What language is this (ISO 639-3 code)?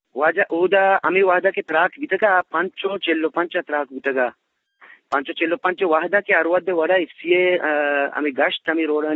bgp